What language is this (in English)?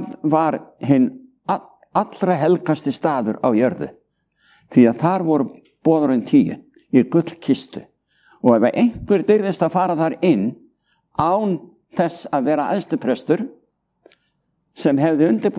Icelandic